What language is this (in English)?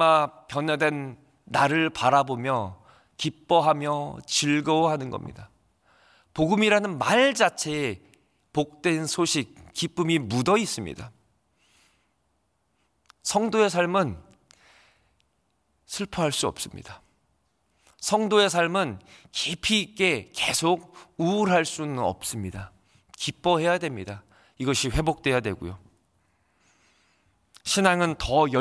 Korean